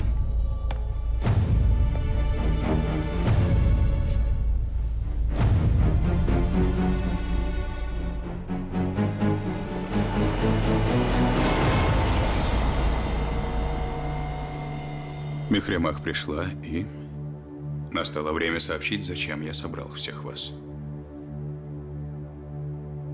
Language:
Russian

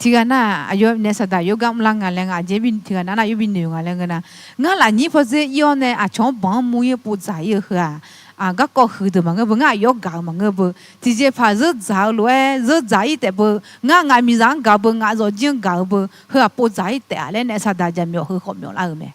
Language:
Akha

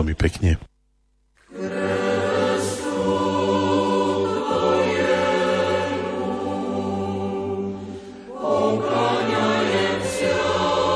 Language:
Slovak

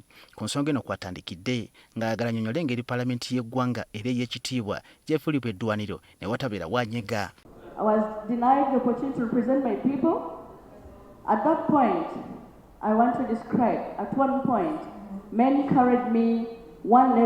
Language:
Ganda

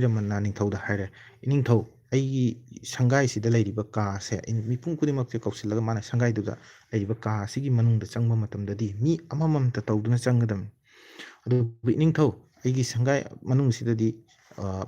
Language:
Manipuri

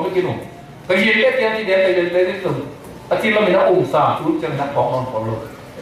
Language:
Tedim Chin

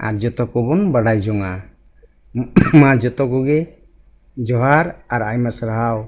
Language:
Santali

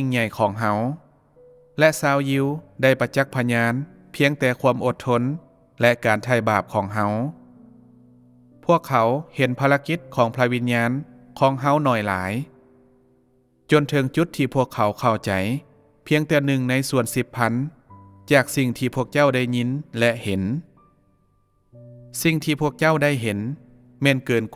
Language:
Lao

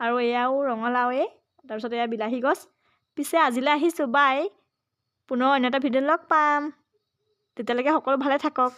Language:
Assamese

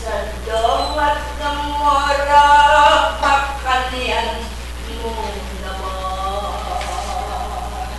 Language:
Pampanga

